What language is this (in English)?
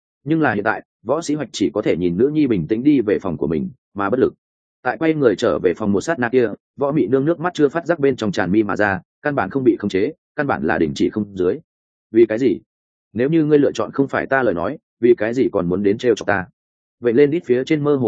Vietnamese